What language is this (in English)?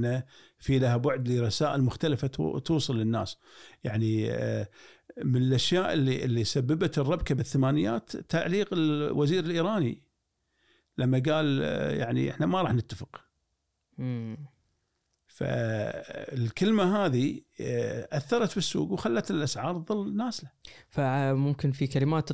Gulf Arabic